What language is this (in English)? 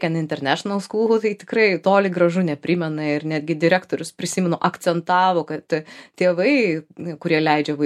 Lithuanian